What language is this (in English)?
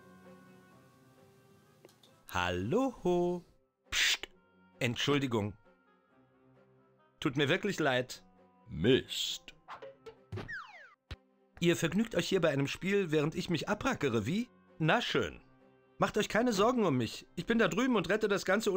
German